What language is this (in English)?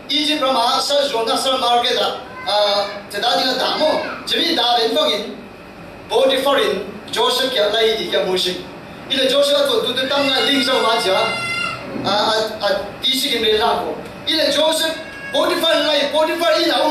Falam Chin